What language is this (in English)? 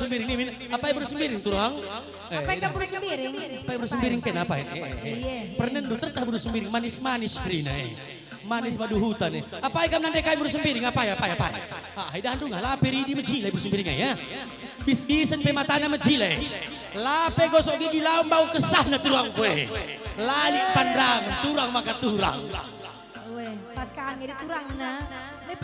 Batak Karo